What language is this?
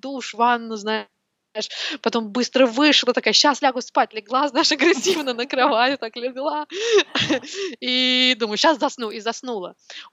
Russian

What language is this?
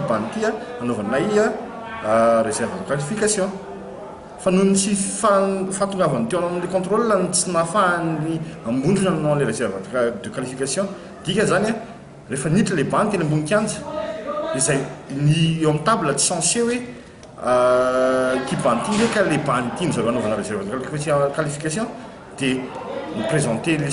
Malagasy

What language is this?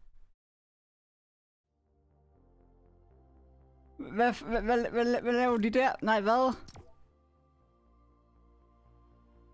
Danish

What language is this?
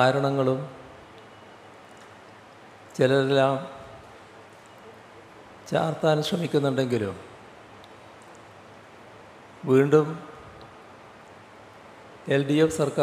Malayalam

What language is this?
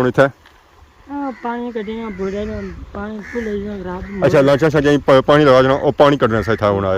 Pahari-Potwari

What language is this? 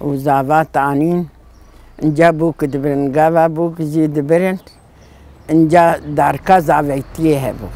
Kurdish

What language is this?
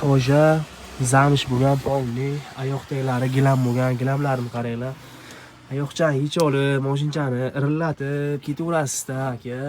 Uzbek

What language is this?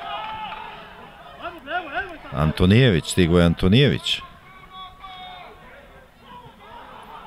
Serbian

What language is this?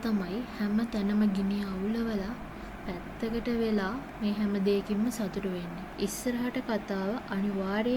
Sinhala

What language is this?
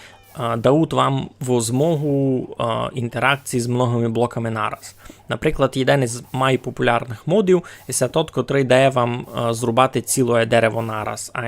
Rusyn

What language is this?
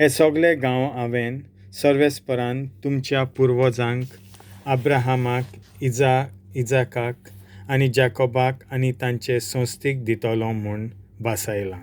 Konkani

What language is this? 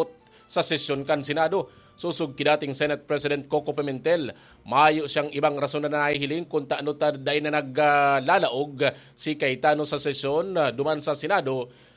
Bikol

